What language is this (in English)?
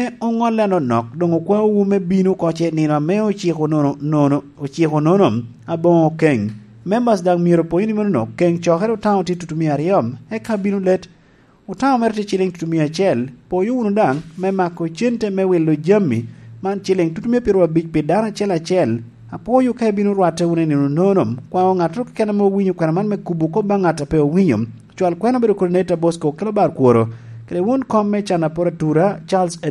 Lango (Uganda)